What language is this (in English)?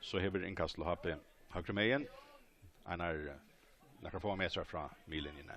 Faroese